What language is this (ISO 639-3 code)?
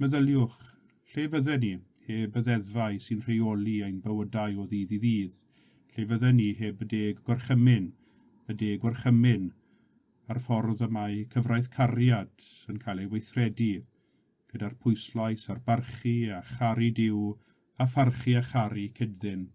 cym